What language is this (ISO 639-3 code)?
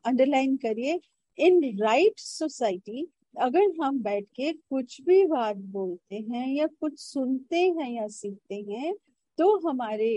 hin